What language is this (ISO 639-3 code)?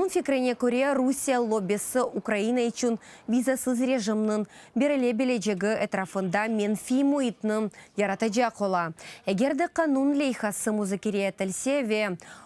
crh